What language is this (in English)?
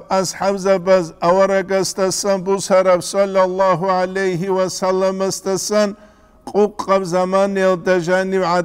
Avaric